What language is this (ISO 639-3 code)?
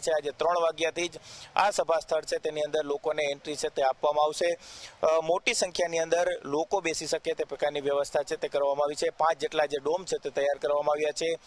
guj